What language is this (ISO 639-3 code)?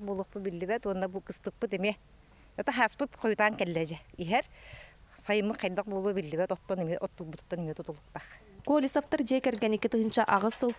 sah